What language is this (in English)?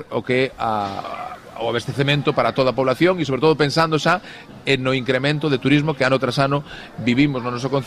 Galician